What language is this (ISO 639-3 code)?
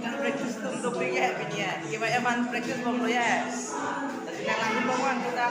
mjw